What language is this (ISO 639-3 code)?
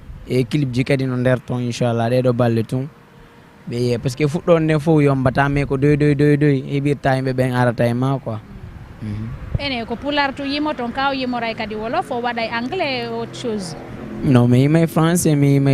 ful